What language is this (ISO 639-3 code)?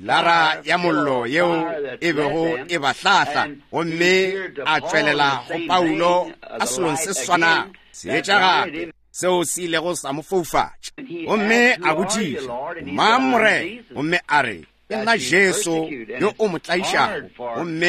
nso